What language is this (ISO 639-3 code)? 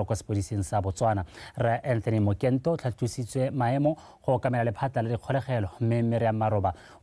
tsn